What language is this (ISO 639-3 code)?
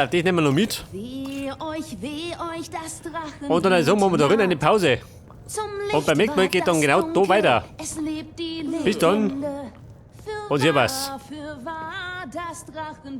bar